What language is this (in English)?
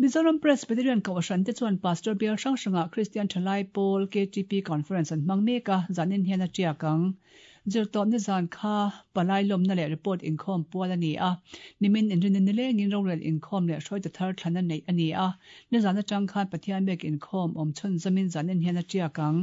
Mizo